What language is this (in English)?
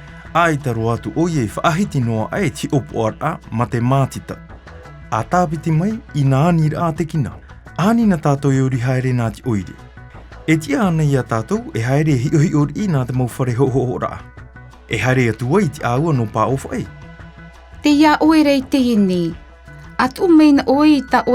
Tahitian